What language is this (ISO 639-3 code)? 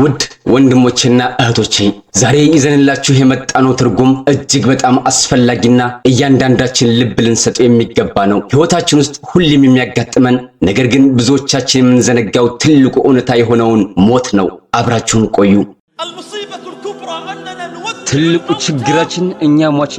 amh